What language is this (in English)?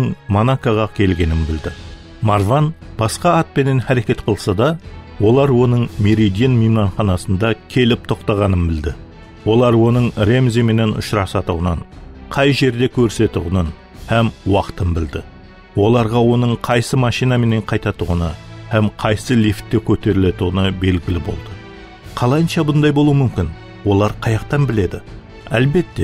Kara-Kalpak